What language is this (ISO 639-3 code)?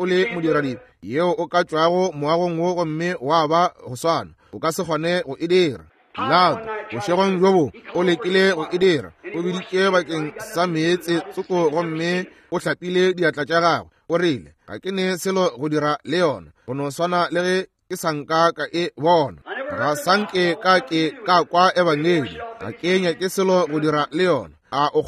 nso